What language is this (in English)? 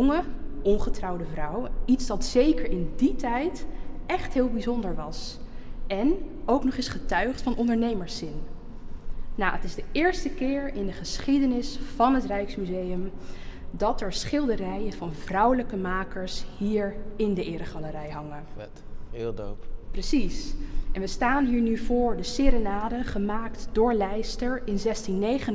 Dutch